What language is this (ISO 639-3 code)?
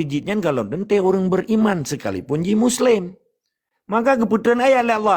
ace